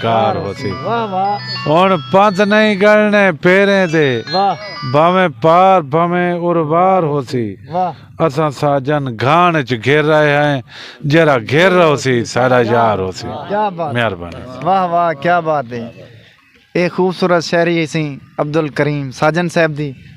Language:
Saraiki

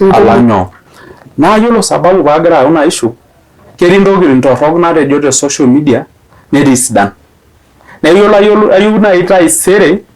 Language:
Masai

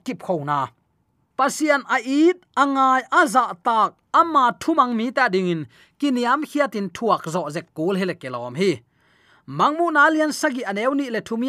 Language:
Tedim Chin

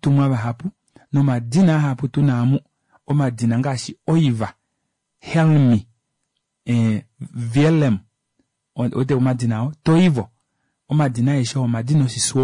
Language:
Kuanyama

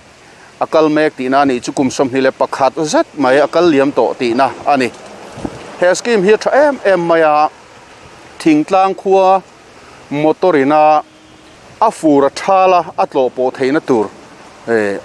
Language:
Mizo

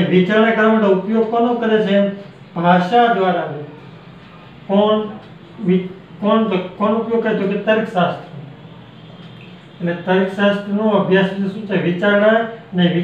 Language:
Gujarati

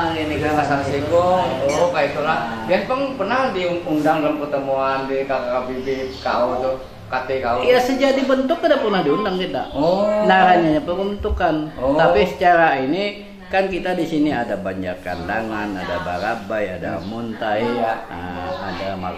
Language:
Banjar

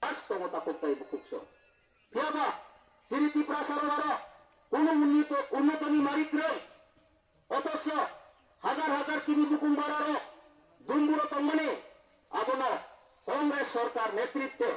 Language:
Kok Borok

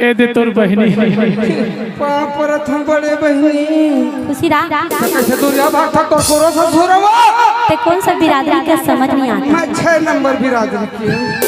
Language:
Chhattisgarhi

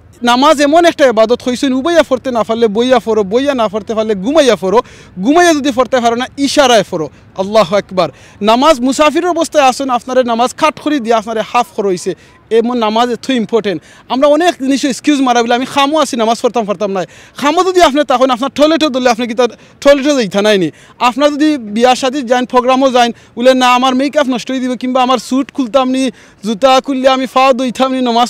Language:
Sylheti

